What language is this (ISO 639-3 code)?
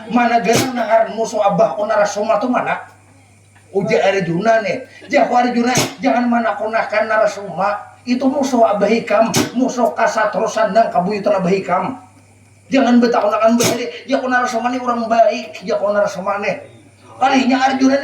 bjn